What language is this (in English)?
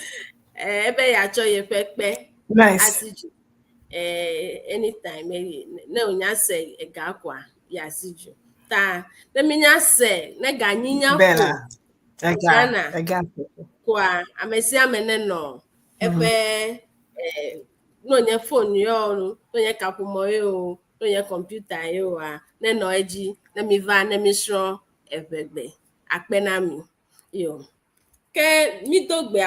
Ewe